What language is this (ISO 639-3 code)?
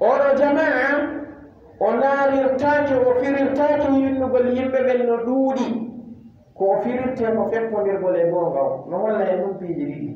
ful